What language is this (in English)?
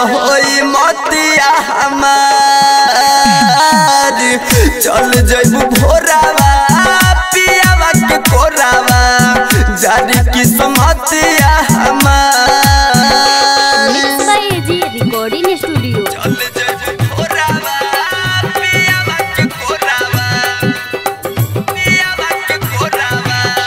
Bhojpuri